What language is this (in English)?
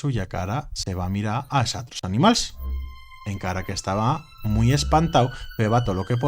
Aragonese